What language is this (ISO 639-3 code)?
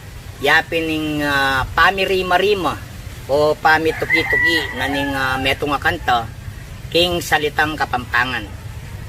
pam